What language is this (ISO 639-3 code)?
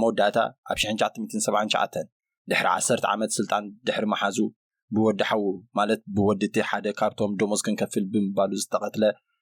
tir